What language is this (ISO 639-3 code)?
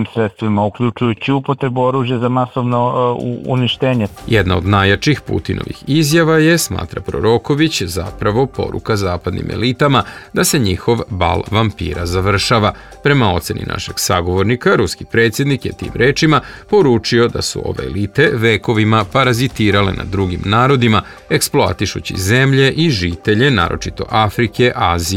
srp